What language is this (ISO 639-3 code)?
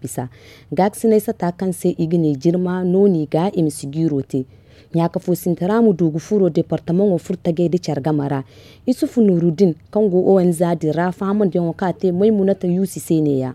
dje